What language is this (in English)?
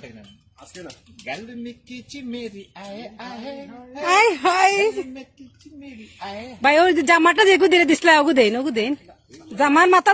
Sylheti